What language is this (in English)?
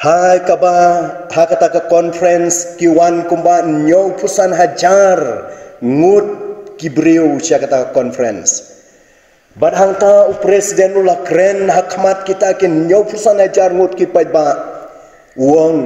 Khasi